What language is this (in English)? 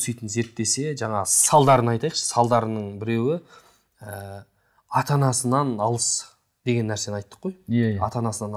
Kazakh